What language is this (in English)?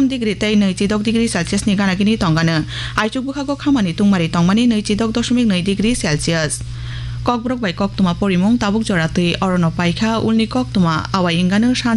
Kok Borok